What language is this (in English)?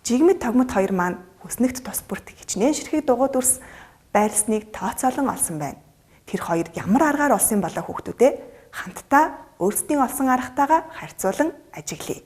Mongolian